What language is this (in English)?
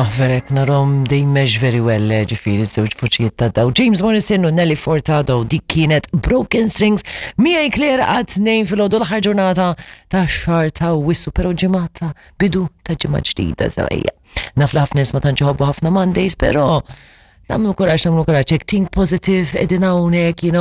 Maltese